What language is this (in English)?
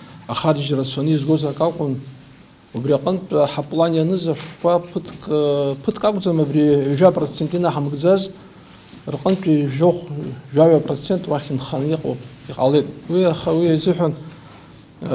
Abkhazian